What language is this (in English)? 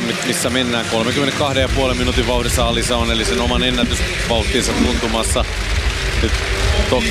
Finnish